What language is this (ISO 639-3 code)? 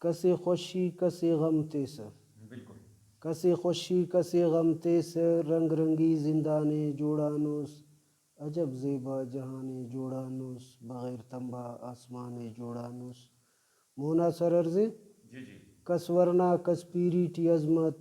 brh